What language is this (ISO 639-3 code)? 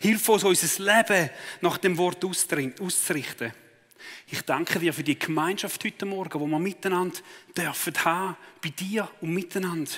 gsw